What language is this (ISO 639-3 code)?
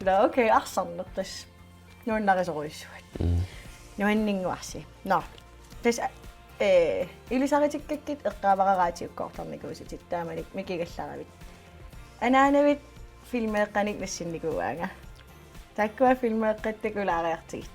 kal